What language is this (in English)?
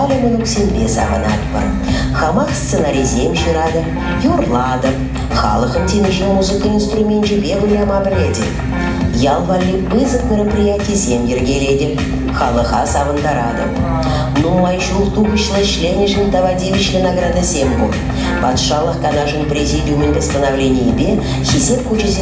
Chuvash